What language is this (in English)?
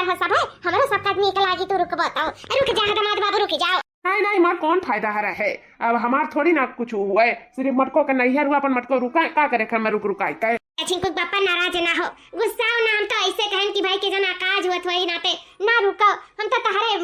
Awadhi